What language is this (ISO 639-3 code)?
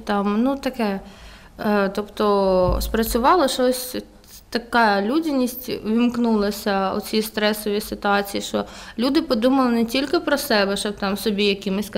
ukr